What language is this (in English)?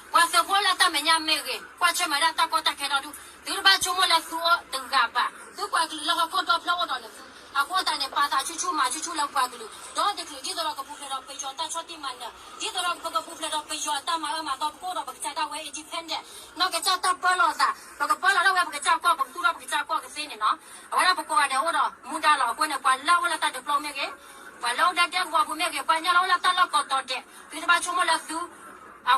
S'gaw Karen